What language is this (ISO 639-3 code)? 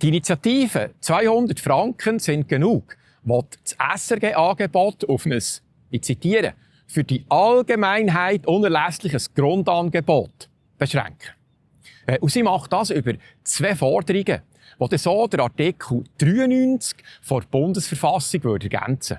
gsw